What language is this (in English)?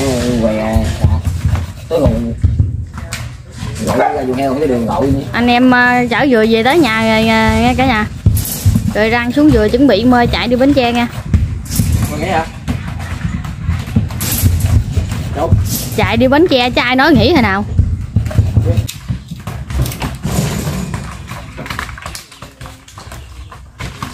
Vietnamese